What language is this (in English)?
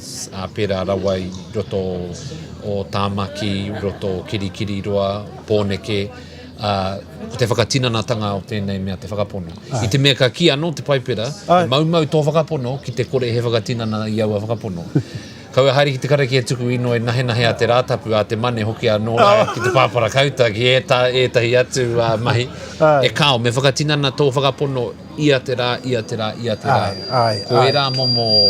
Māori